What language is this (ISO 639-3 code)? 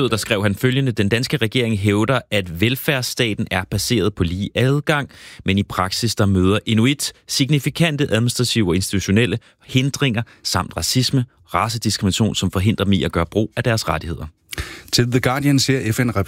dan